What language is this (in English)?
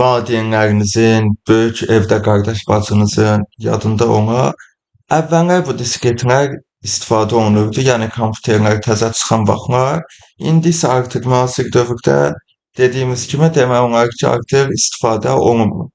Azerbaijani